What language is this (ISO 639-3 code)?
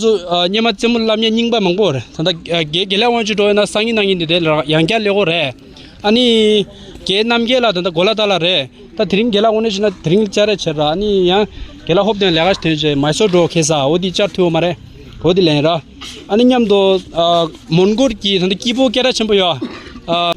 bod